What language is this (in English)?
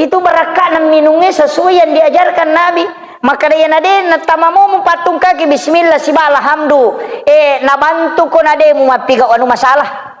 Buginese